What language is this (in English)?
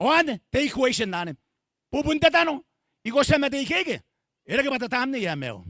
Gilbertese